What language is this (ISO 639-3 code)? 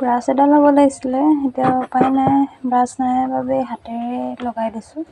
asm